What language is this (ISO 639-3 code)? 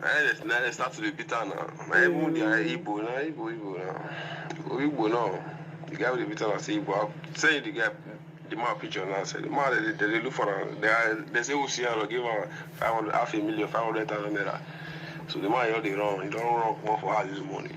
pcm